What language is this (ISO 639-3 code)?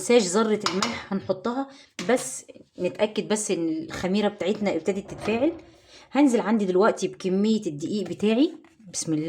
arz